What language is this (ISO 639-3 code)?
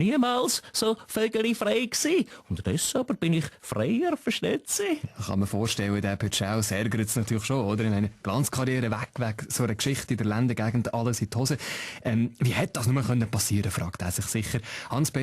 gsw